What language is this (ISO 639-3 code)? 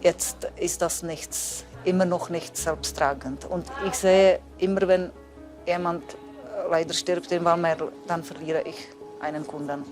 roh